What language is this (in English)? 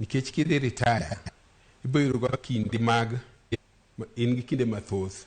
Luo (Kenya and Tanzania)